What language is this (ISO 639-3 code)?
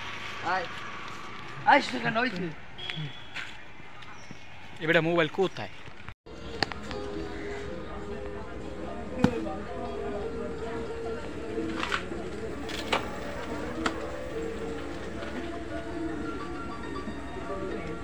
ben